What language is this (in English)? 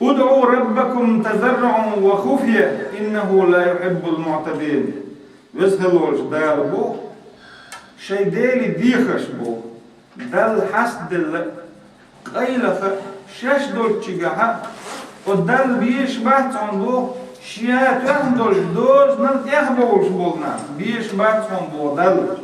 Chechen